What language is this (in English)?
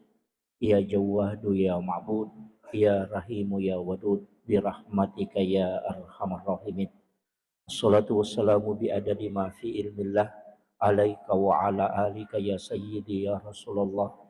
Buginese